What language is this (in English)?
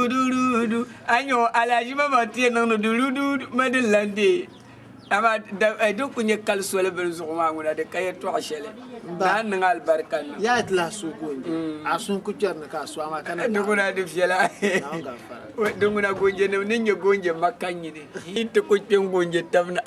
Dagbani